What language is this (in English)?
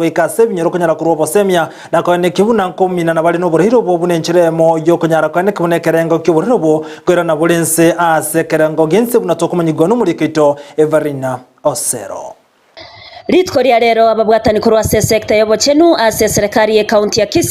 Gusii